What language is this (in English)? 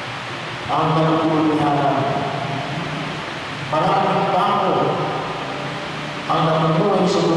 Filipino